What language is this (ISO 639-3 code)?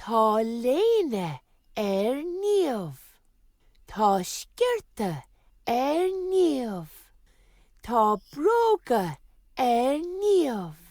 gle